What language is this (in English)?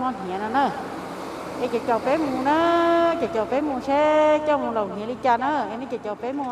Hmong